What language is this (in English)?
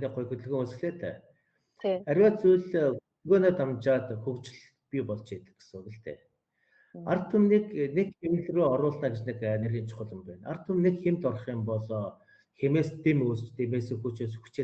Mongolian